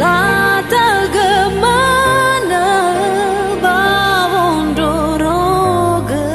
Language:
Nias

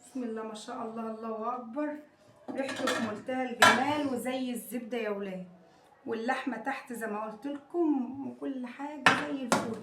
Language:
Egyptian Arabic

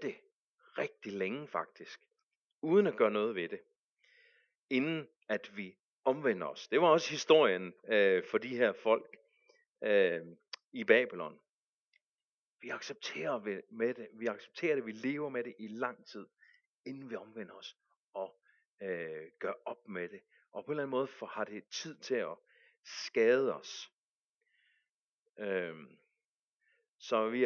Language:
Danish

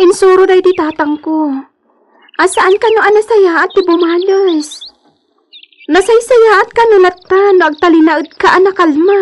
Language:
Iloko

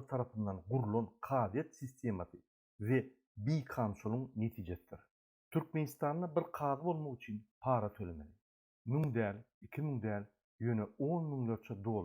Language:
Turkmen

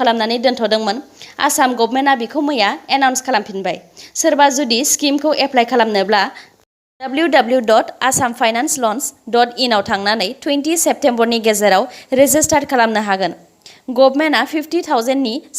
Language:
Bodo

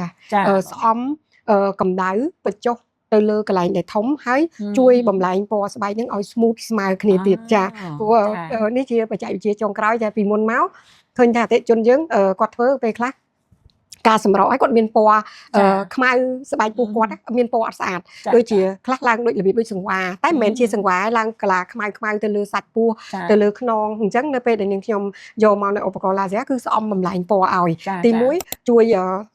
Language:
Khmer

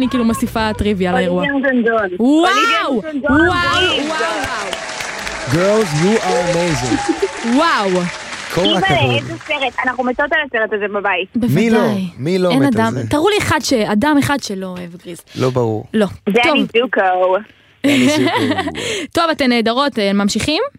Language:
Hebrew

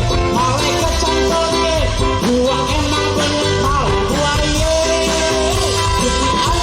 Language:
Betawi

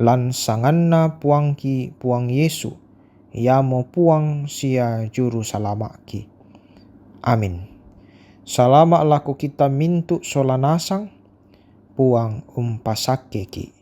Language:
Toraja-Sa'dan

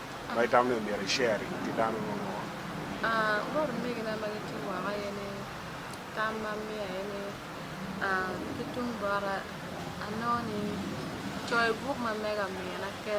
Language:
Acoli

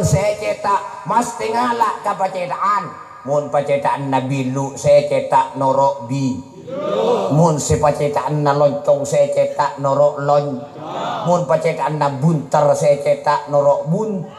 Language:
Madurese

